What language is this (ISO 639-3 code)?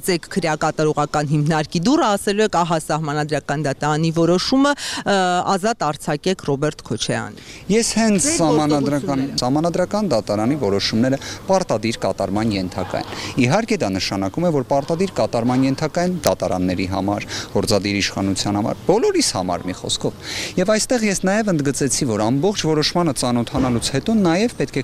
hye